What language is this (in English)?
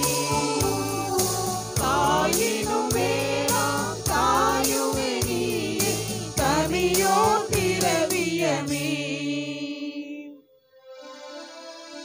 Tamil